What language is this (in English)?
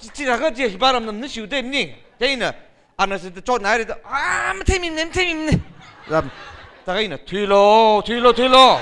Tangkhul Naga (India)